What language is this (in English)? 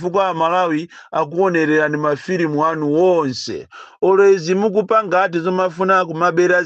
Nyanja